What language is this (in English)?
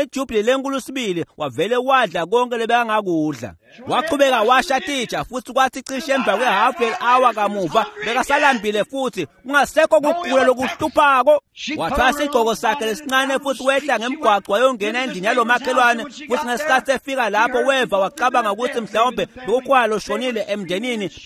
Swati